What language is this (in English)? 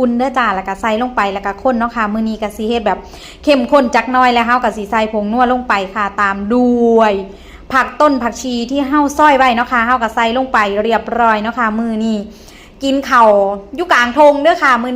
Northeastern Thai